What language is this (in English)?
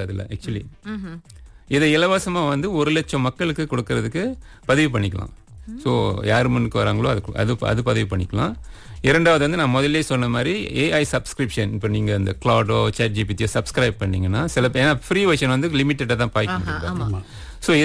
Tamil